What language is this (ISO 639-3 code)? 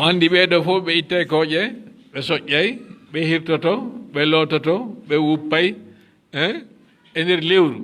ful